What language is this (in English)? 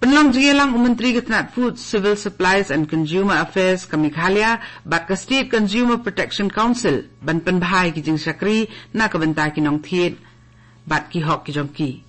Khasi